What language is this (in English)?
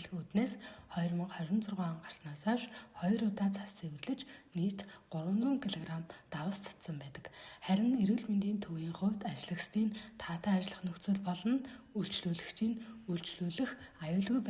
Mongolian